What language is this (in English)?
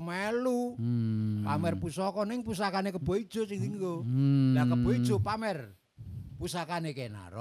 Javanese